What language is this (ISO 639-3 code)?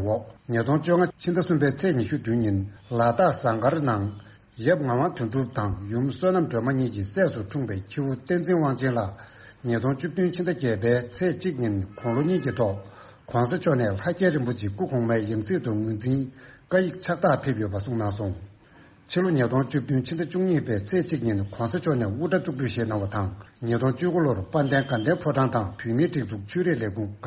bod